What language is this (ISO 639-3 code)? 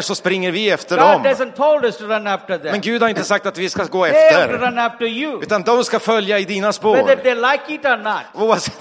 swe